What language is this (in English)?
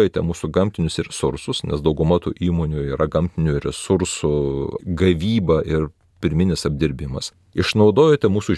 Lithuanian